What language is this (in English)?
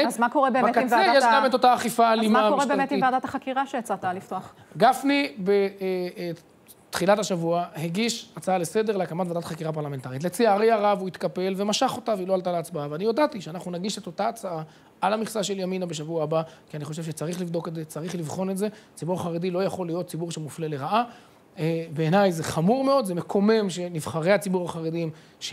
Hebrew